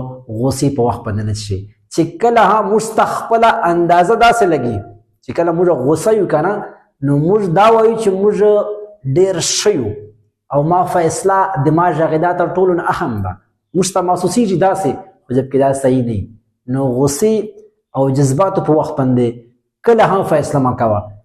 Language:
Pashto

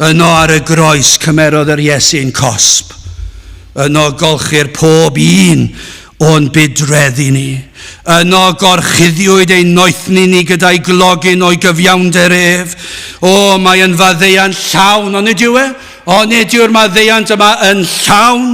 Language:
Welsh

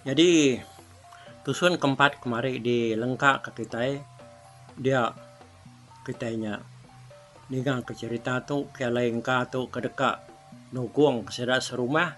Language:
Iban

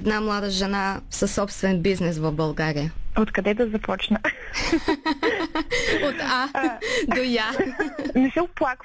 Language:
Bulgarian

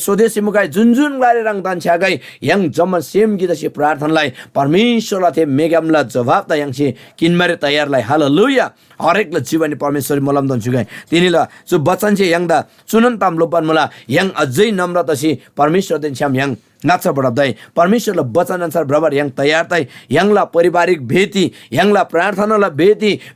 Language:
Eastern Tamang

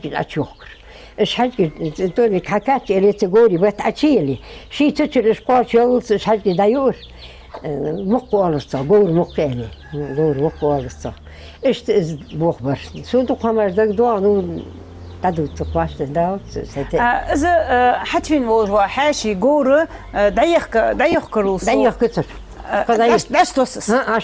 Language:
Ingush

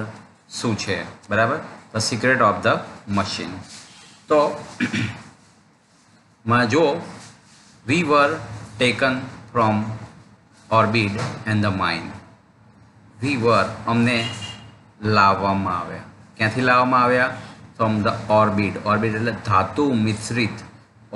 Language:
Gujarati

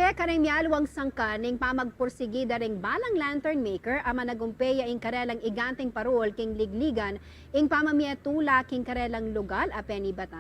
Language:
Pampanga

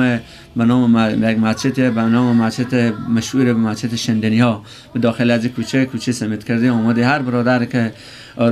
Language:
Persian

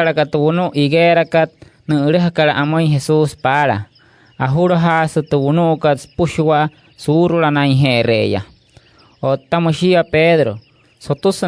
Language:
Wayuu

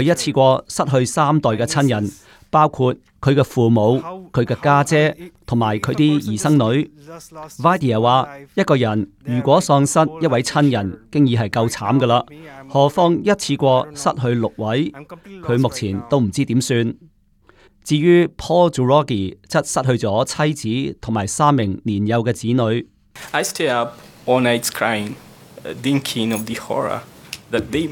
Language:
Cantonese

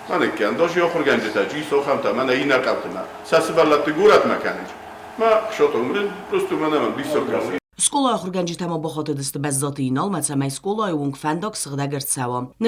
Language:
Ossetic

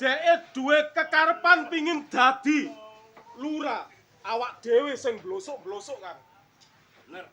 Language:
Javanese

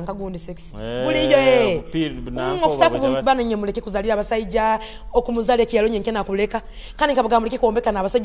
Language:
Nyoro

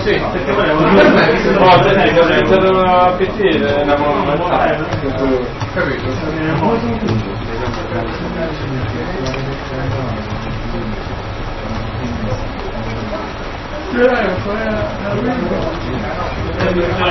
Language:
Italian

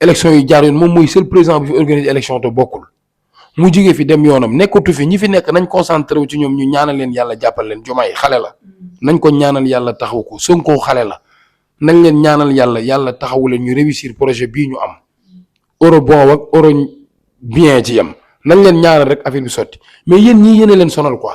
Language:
Wolof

